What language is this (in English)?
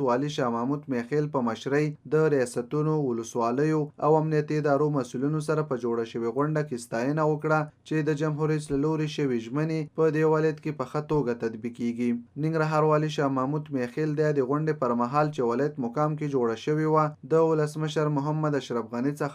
Pashto